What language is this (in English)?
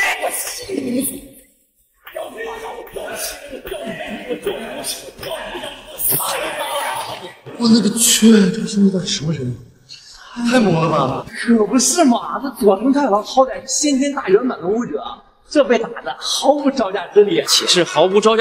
Chinese